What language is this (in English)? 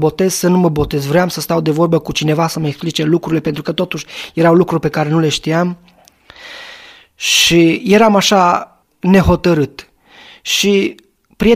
Romanian